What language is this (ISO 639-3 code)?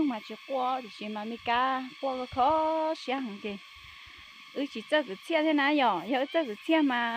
hmn